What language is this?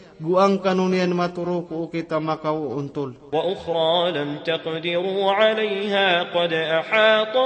Maranao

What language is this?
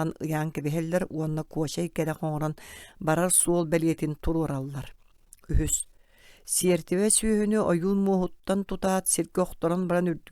Yakut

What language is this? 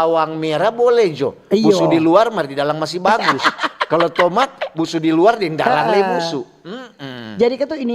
Manado Malay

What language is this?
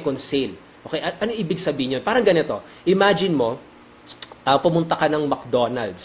Filipino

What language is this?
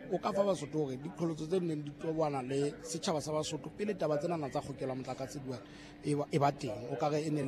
Southern Sotho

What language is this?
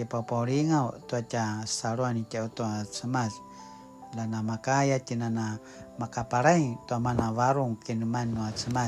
Paiwan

